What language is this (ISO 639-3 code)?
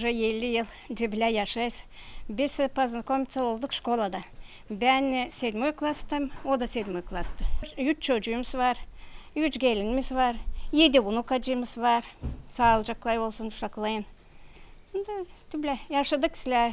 gag